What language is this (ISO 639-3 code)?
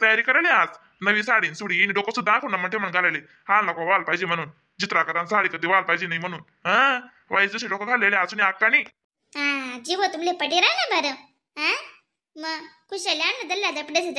khn